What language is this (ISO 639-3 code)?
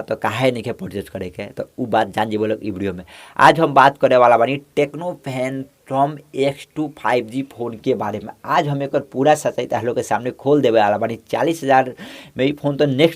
bho